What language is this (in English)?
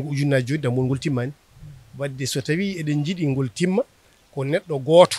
Fula